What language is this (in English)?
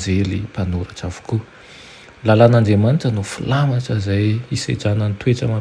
Malagasy